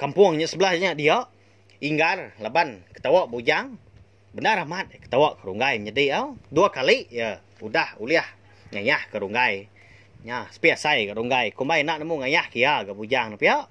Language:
Iban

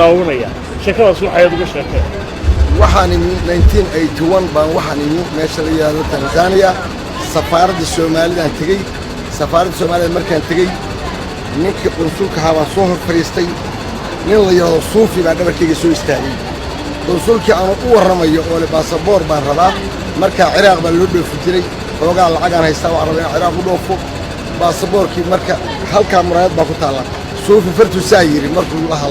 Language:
Somali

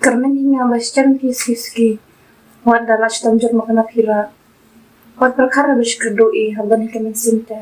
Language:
Khasi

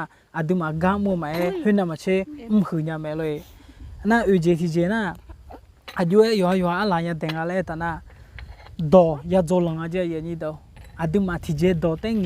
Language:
Akha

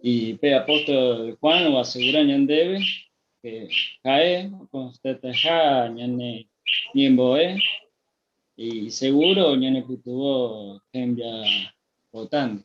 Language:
Guarani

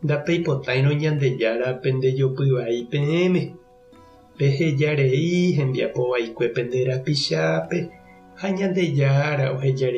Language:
Guarani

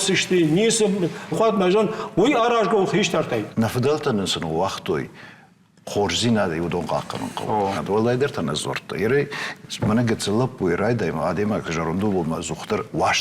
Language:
Ossetic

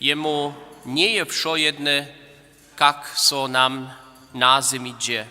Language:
Upper Sorbian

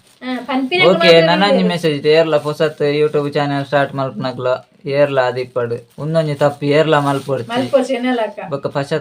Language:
Tulu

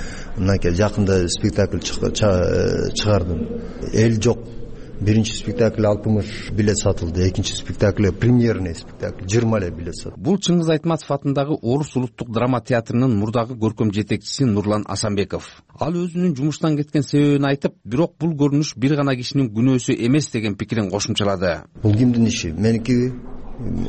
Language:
Kyrgyz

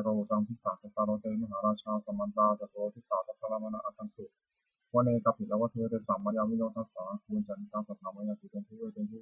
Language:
Pali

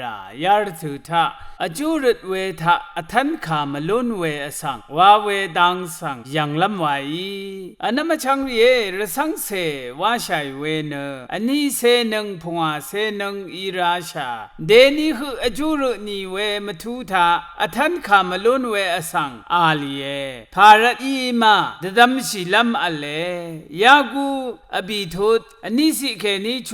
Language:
Rawang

